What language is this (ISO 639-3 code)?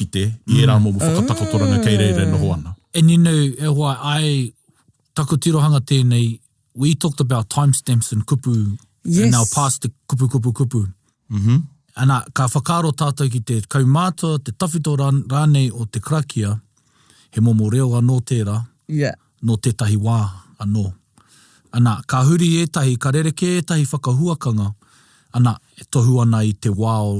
mri